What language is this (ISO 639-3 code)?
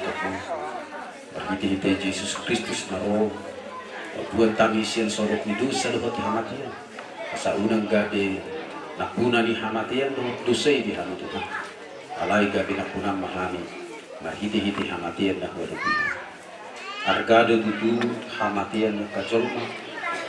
bbc